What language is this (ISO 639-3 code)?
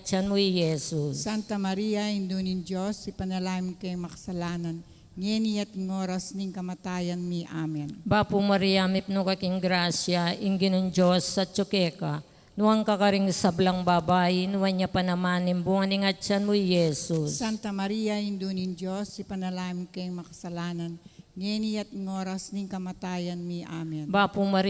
pam